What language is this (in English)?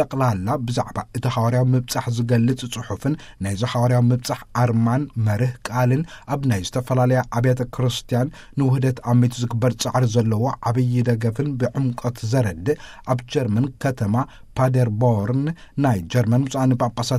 Tigrinya